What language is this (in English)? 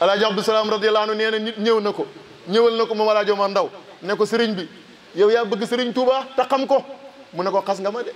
Wolof